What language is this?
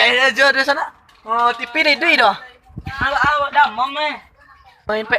Minangkabau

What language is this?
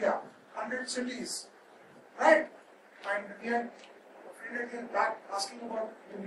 English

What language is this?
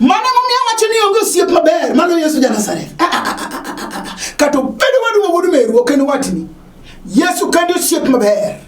Luo (Kenya and Tanzania)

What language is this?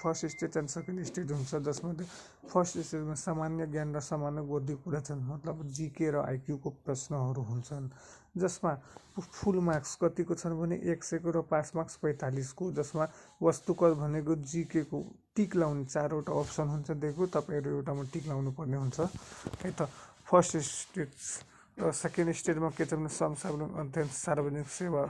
Nepali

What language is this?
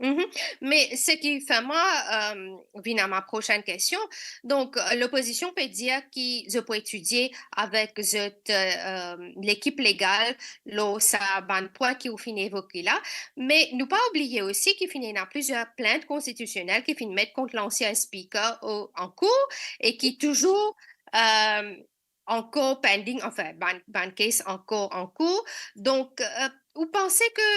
Morisyen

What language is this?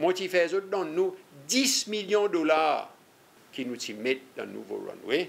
Seselwa Creole French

